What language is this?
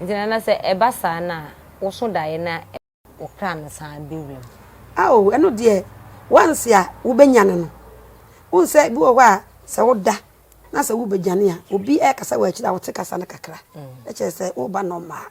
Akan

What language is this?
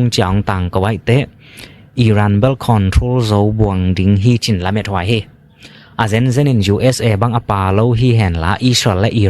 Tedim Chin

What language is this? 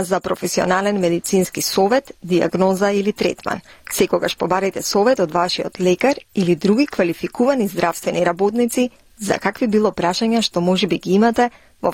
Macedonian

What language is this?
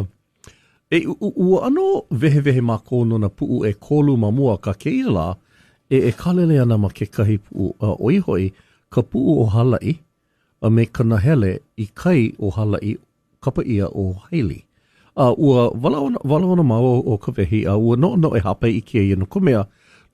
Hawaiian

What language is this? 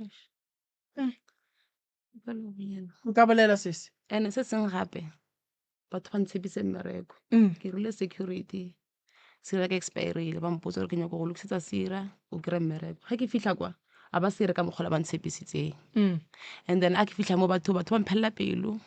Northern Sotho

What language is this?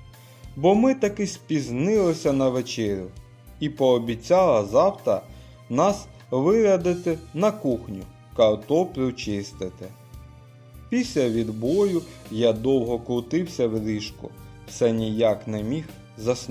Ukrainian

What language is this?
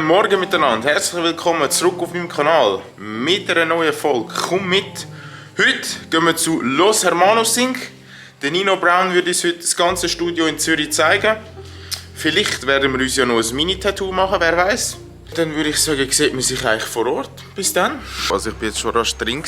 Swiss German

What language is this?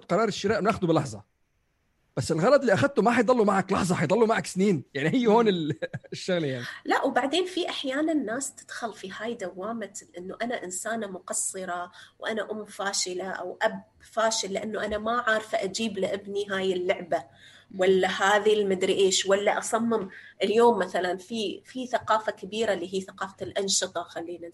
North Levantine Arabic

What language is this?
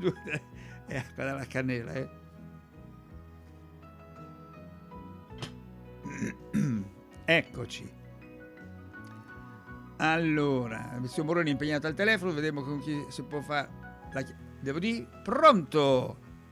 Italian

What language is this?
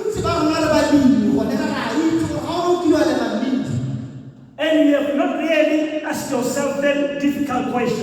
Tswana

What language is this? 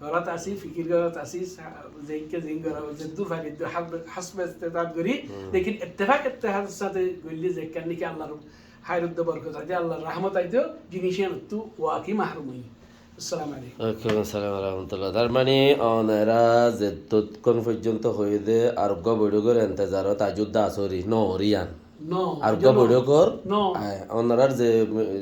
Rohingya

